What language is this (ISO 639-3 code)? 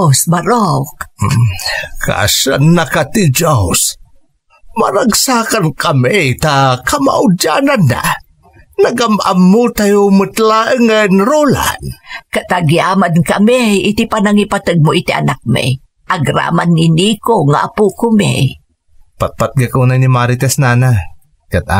ilo